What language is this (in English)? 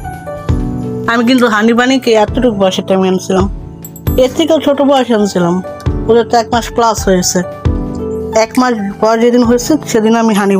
Bangla